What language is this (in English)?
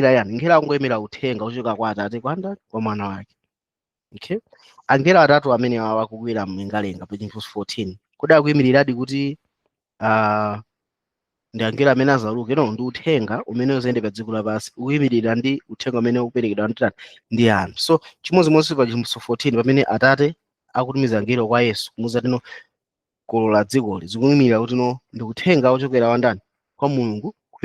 Nyanja